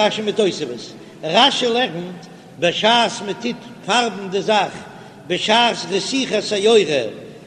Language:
Yiddish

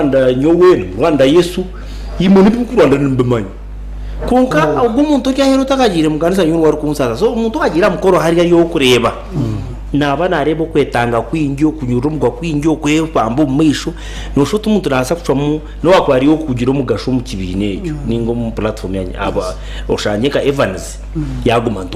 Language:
Nyankole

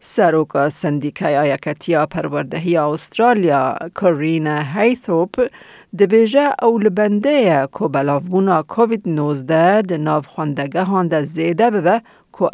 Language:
Kurdish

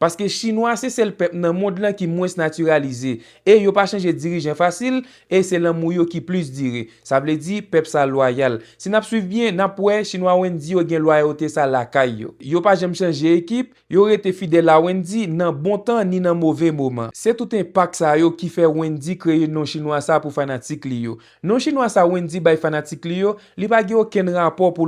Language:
Haitian Creole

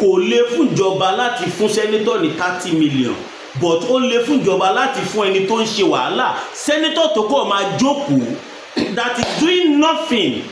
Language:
Yoruba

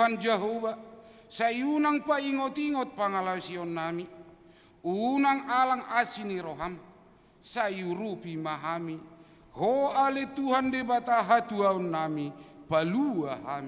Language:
Batak Toba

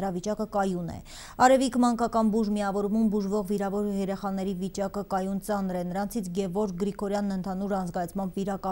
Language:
Armenian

